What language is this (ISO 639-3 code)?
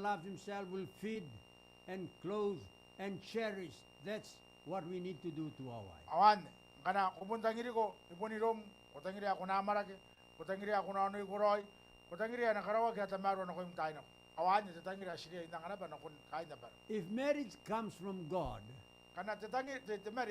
gil